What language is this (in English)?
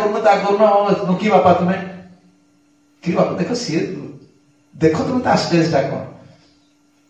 Odia